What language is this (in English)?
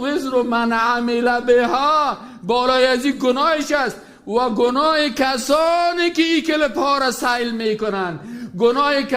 Persian